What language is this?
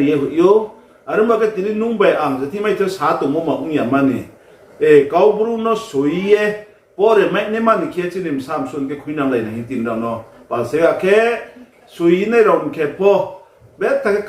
Riang (India)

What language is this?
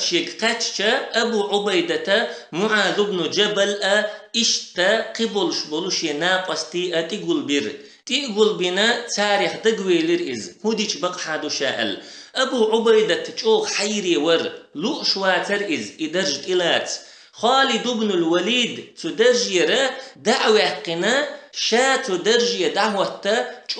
Chechen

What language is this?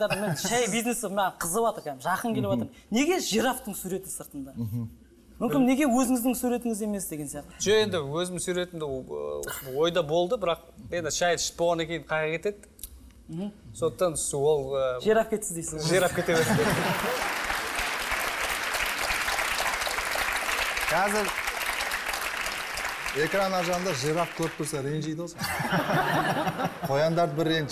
Kazakh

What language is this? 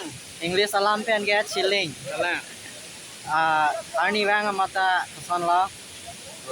Karbi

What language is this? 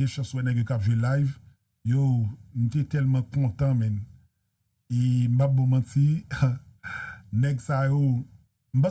Haitian Creole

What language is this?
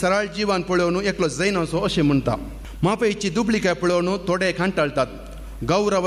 Konkani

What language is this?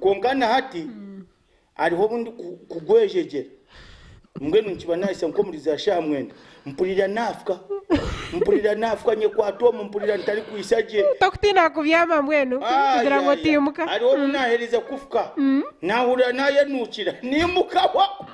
Nyankole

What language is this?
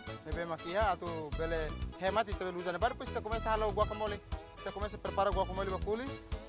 Tetum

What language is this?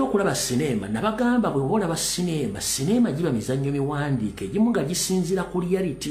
Ganda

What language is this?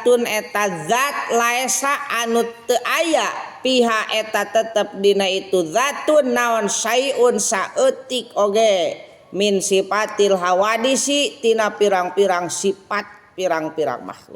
Sundanese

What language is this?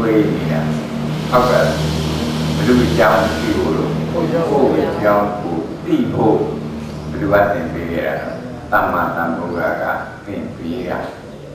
Burmese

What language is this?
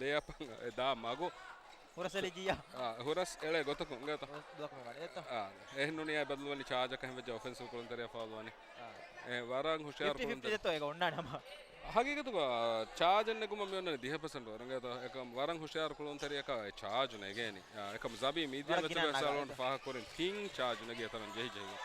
Divehi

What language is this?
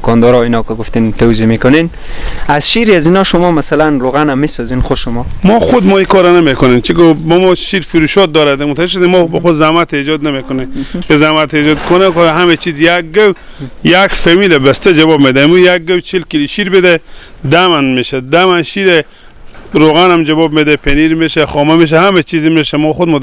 Persian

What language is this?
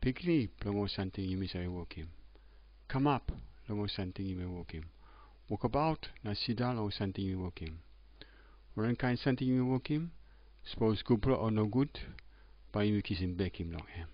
Tok Pisin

